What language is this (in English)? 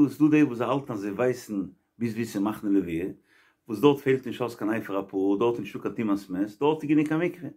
Yiddish